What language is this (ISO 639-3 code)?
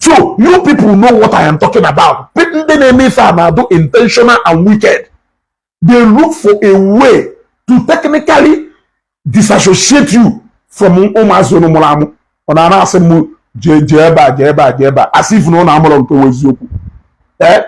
ibo